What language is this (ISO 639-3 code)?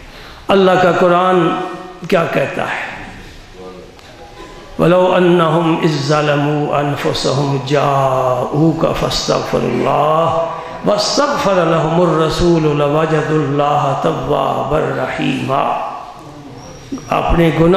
urd